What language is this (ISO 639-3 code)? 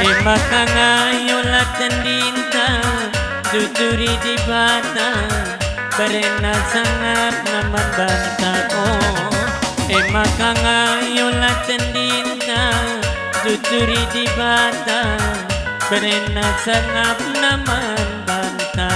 btx